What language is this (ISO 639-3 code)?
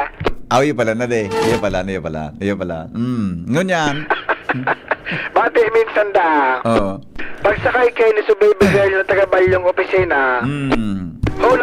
bik